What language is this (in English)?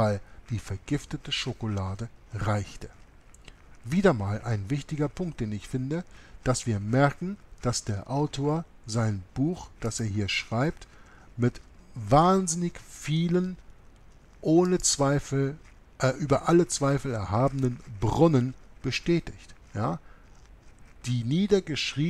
German